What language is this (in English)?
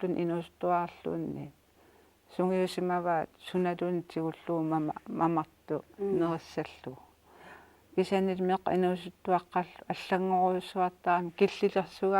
Kalaallisut